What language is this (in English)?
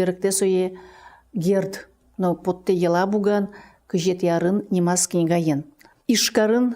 Udmurt